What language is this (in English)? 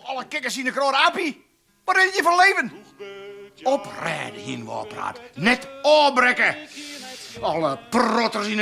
Western Frisian